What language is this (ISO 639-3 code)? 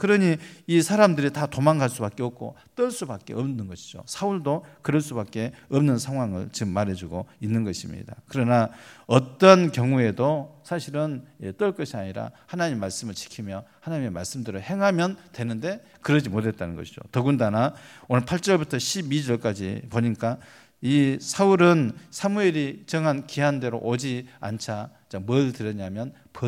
kor